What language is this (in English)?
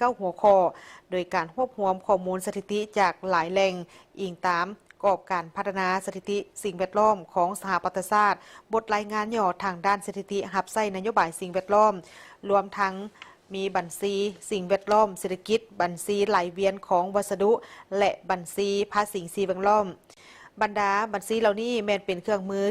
Lao